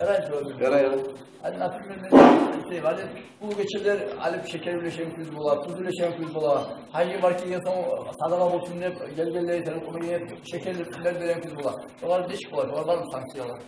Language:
Kumyk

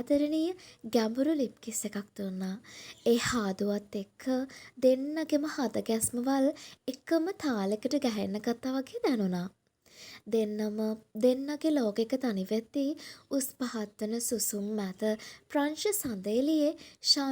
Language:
Sinhala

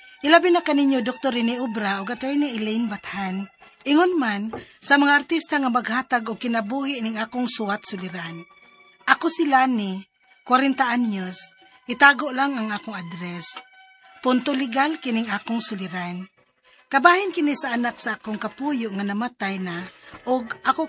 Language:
Cebuano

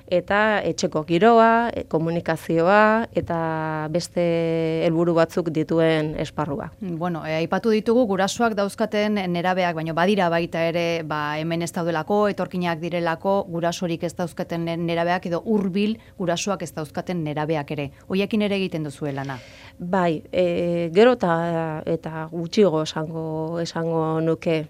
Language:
Basque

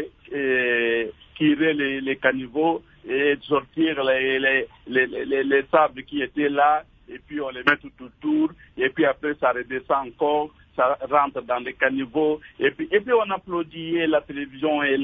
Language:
French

